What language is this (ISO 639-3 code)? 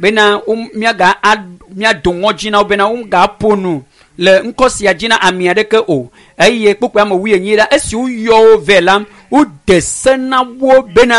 ewe